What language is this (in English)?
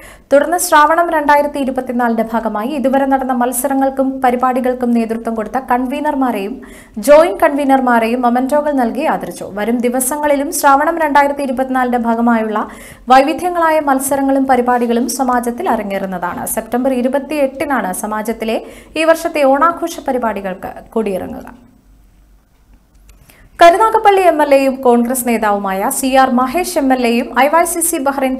Malayalam